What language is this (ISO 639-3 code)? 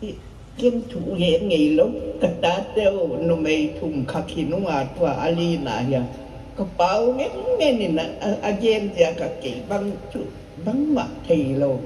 pck